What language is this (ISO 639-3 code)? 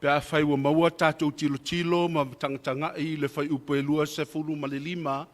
smo